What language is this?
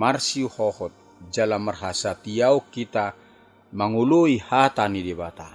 Batak Toba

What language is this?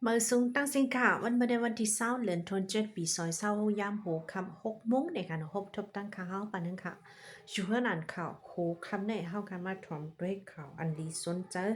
Shan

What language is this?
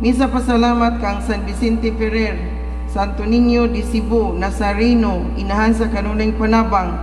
Cebuano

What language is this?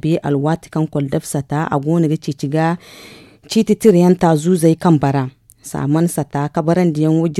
Zarma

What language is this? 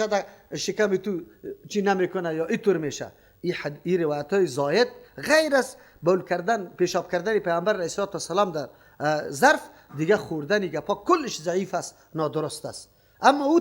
Persian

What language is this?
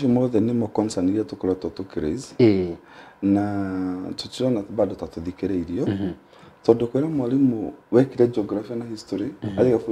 Kikuyu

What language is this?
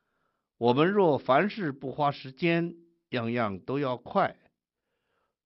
Chinese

